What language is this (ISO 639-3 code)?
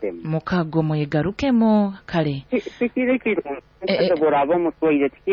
nyo